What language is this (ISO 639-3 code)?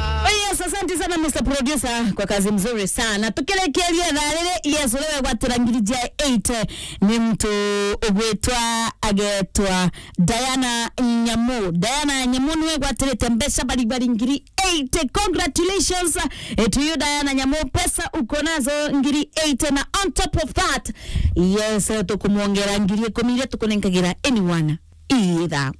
mer